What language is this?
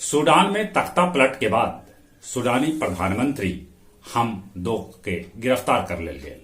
Magahi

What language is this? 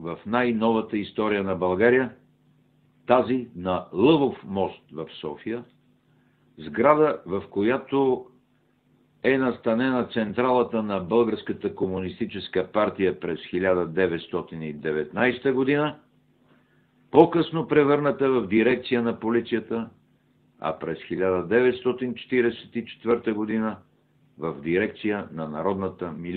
Bulgarian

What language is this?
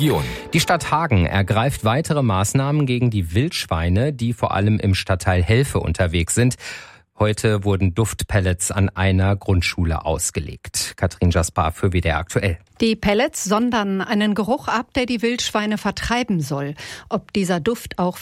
German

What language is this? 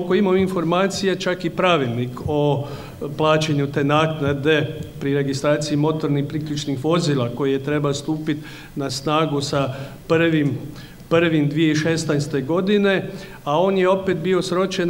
Croatian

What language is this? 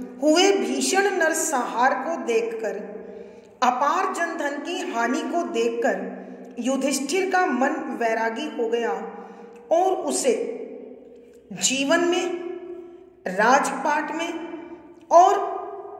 Hindi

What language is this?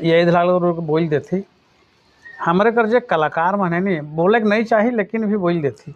Sadri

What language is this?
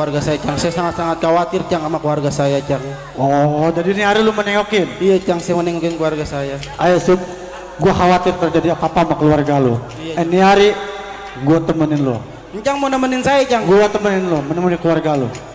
Betawi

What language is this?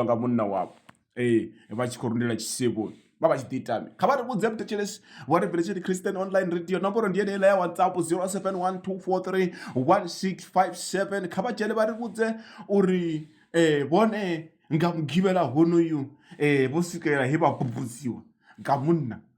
Venda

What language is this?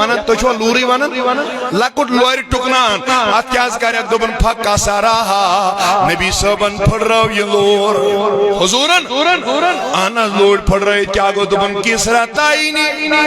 Kashmiri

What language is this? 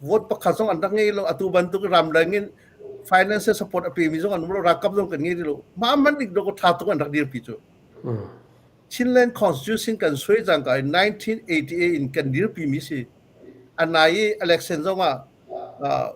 Hakha Chin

